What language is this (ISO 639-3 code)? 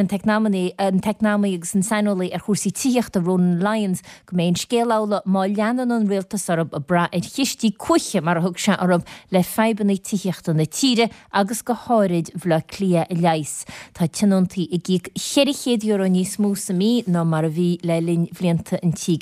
gle